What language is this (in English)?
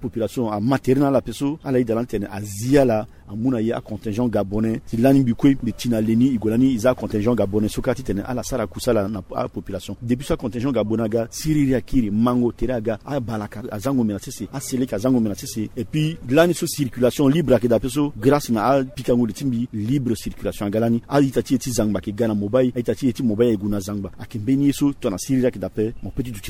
Sango